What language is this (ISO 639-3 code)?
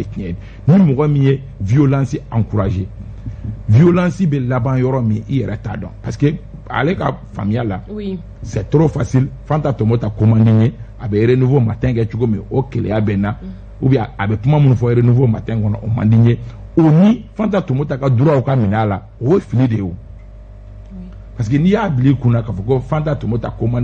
bam